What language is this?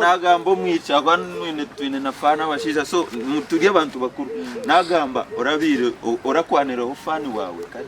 Nyankole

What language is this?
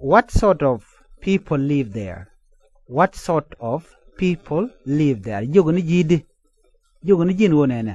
Nuer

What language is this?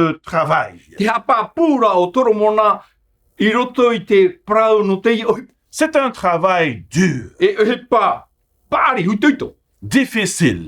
Tahitian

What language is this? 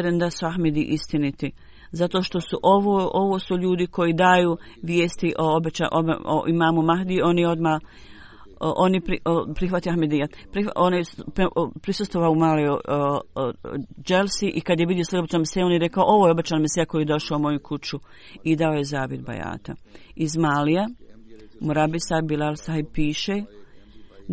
Bosnian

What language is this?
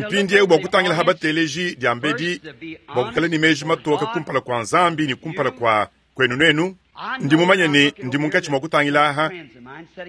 Luba-Lulua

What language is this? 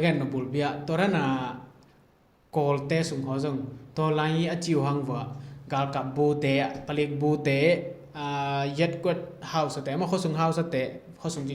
Tedim Chin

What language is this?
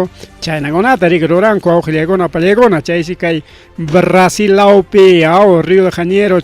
Ayacucho Quechua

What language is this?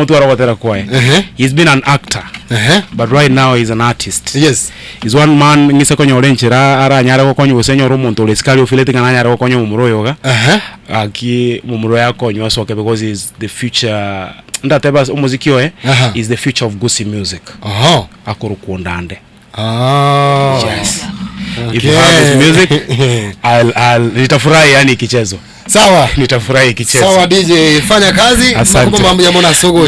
Gusii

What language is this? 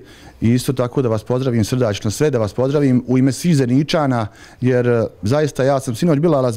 Bosnian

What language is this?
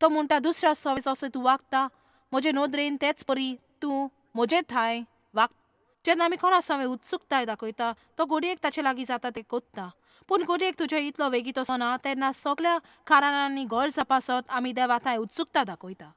Konkani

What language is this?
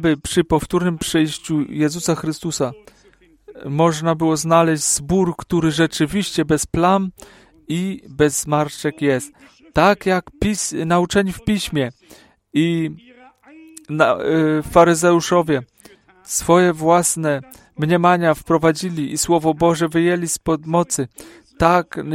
Polish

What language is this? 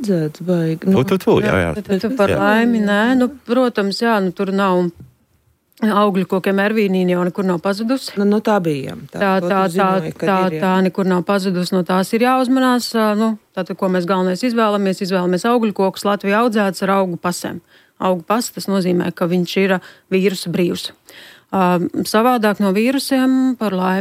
Latvian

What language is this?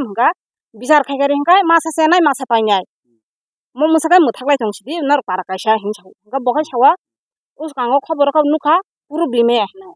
Kok Borok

